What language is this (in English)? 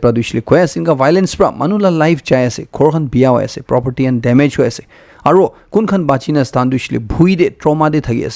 Naga Pidgin